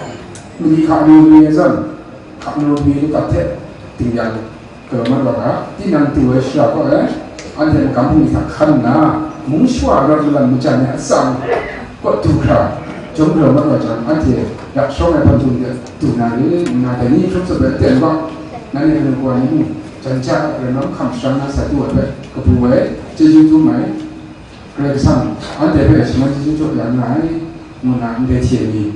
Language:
Kachin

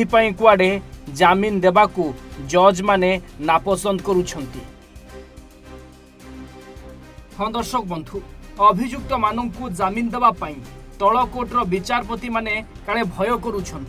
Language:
Odia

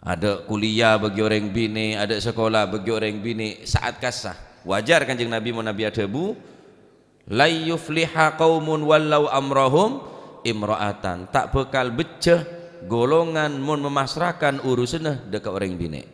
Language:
Madurese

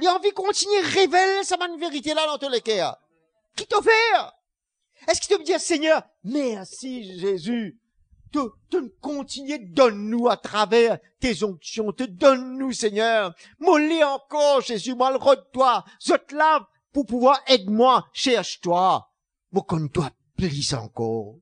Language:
Morisyen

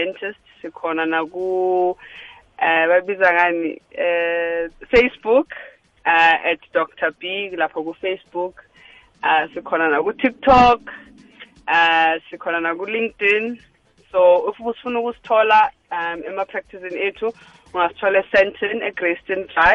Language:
South Ndebele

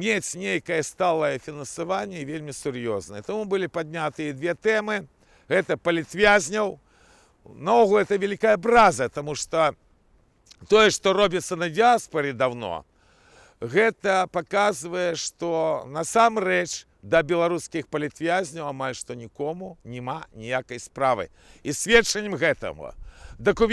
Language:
Belarusian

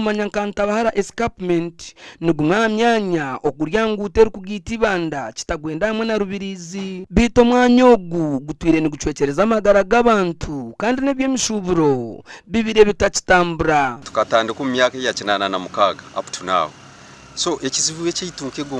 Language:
Nyankole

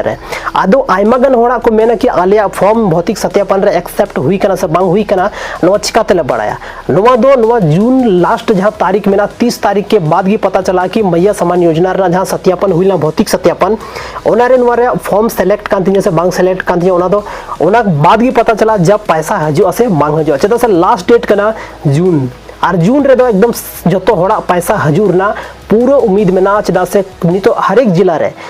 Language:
Santali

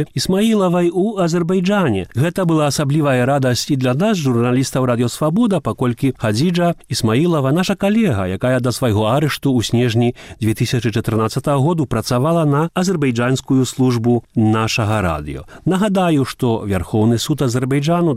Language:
Belarusian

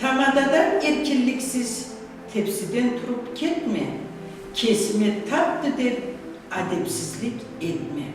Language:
Karachay-Balkar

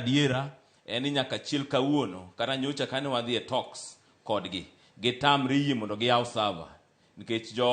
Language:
Luo (Kenya and Tanzania)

